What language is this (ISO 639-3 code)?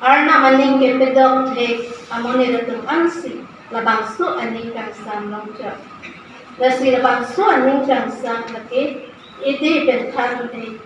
mjw